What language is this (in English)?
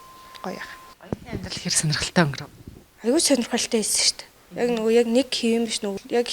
Mongolian